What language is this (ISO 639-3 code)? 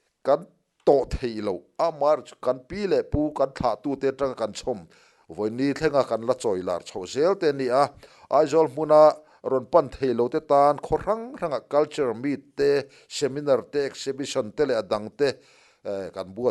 lus